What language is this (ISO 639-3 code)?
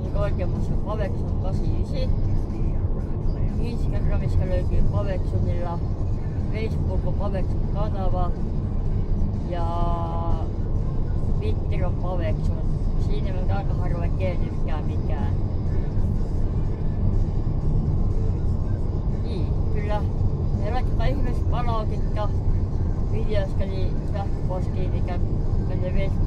fin